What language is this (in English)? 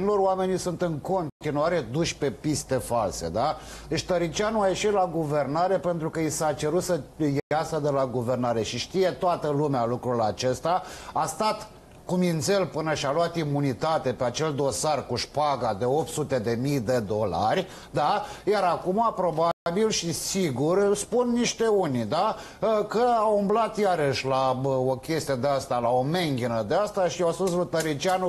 Romanian